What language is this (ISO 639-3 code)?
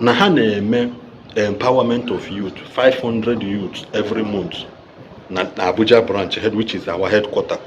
ibo